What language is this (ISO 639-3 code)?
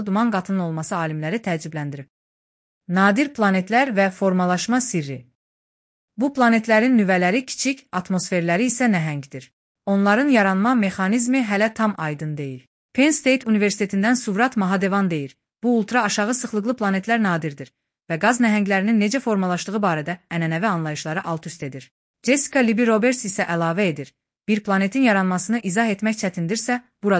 aze